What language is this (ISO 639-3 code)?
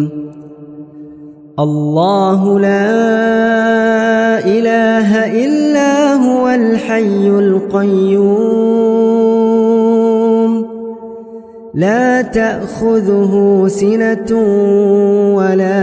ara